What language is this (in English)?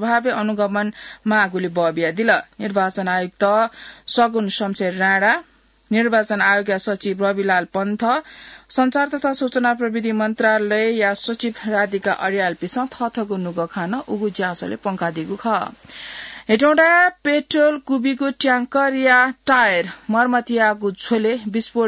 Newari